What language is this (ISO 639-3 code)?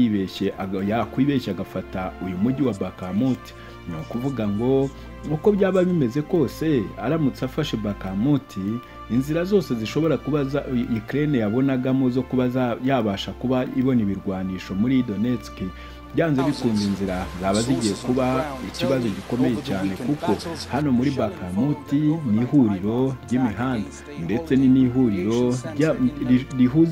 kin